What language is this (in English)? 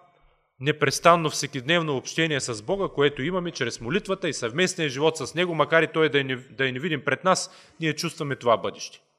Bulgarian